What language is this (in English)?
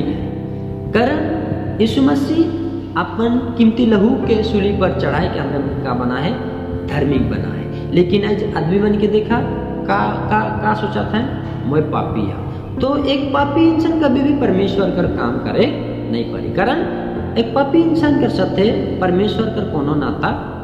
Sadri